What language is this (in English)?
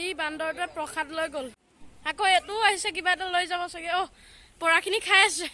Assamese